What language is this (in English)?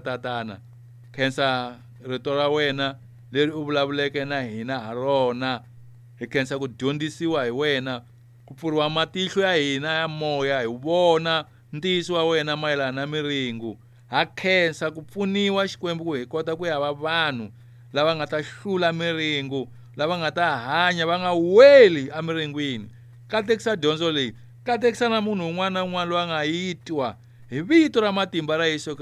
Tsonga